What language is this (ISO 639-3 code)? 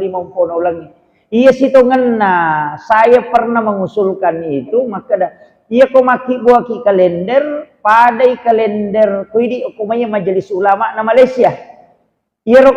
bug